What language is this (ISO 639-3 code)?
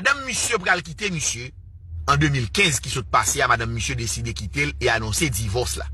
hat